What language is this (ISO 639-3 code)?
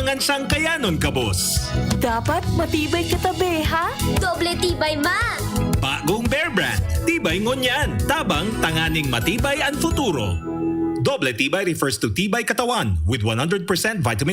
bik